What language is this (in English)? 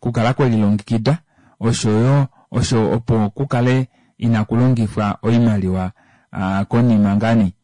Kuanyama